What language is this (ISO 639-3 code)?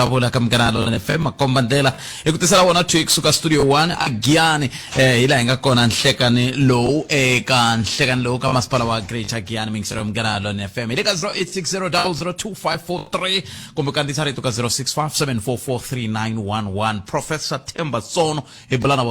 tso